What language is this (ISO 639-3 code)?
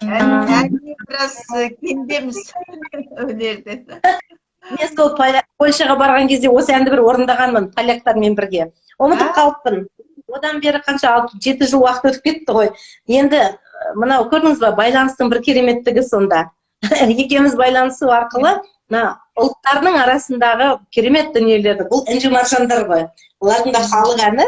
kaz